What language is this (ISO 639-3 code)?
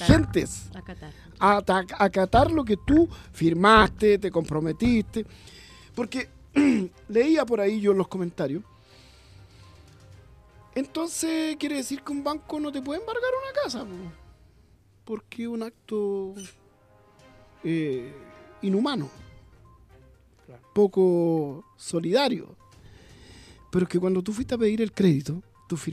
spa